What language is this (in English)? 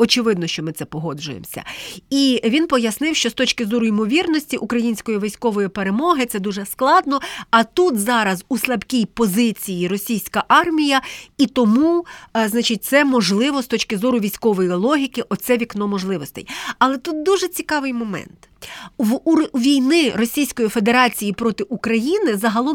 Ukrainian